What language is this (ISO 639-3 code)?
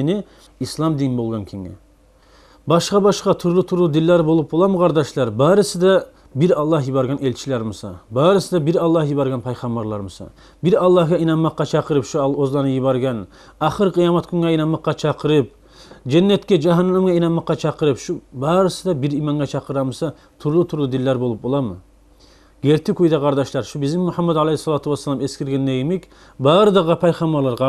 kum